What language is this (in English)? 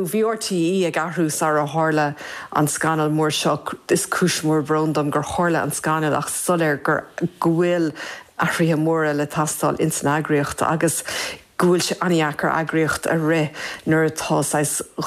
Irish